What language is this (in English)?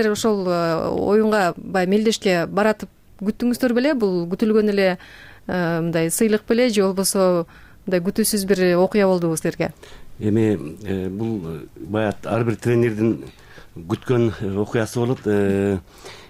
Kyrgyz